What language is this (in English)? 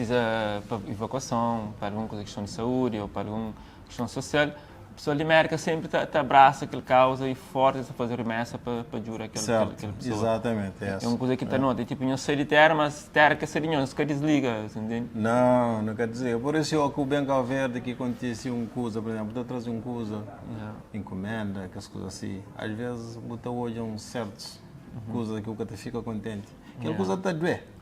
Kabuverdianu